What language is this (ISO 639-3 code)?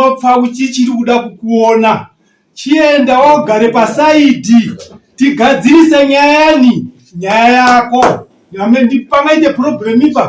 sna